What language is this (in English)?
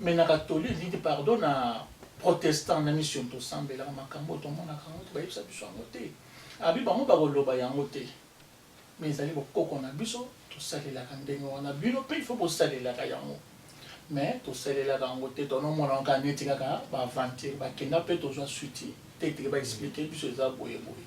Lingala